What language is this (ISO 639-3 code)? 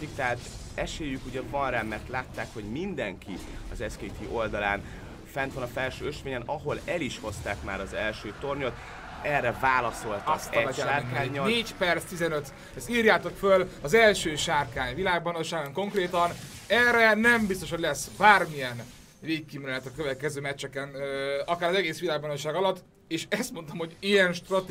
hun